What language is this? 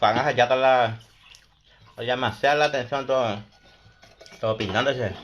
Guarani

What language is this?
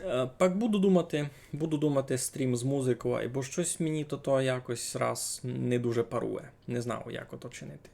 Rusyn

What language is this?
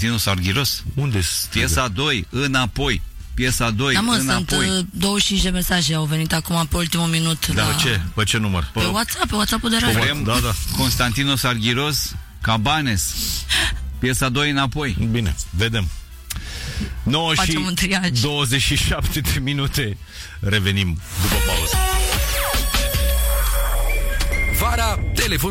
Romanian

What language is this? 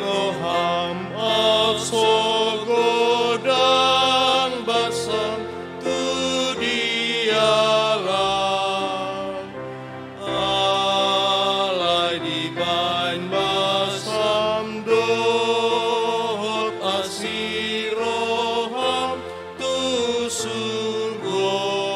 Batak Toba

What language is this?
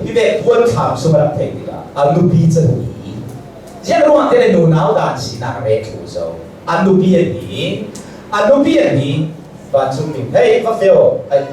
Hakha Chin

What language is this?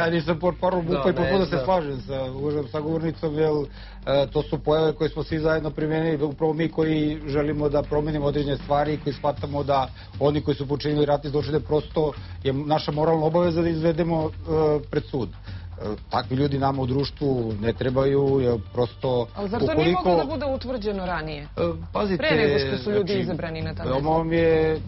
Serbian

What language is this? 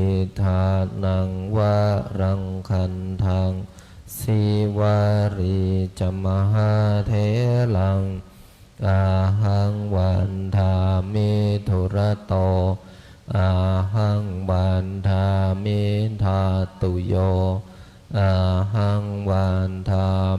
Pali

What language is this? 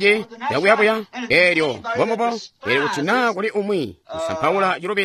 Tonga (Zambia)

